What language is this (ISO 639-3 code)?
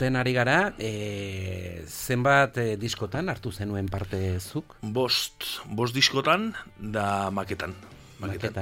eus